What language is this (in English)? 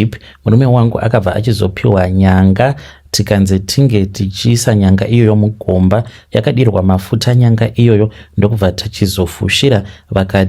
Shona